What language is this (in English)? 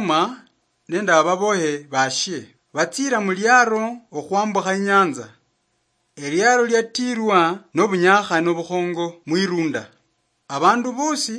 Luyia